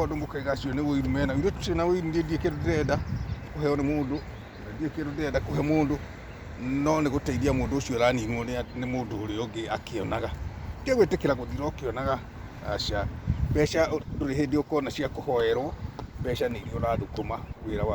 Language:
Kikuyu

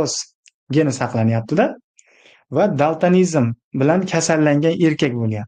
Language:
Uzbek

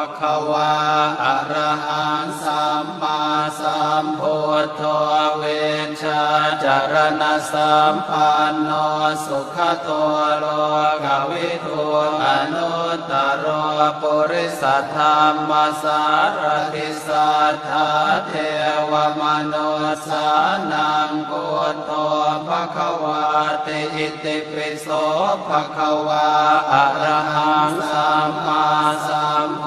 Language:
Pali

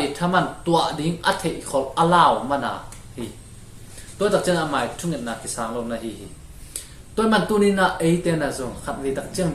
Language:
Tedim Chin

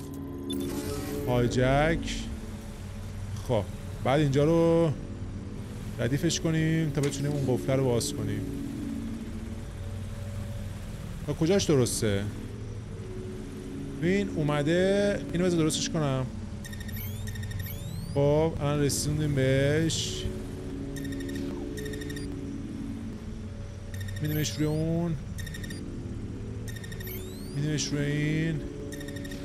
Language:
Persian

